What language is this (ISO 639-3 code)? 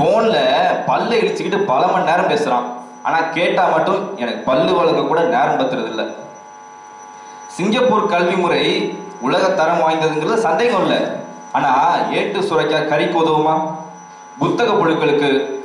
tam